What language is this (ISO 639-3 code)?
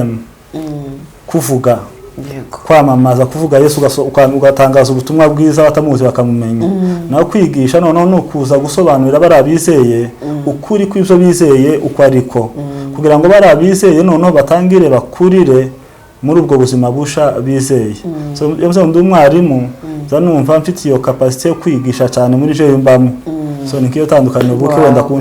kin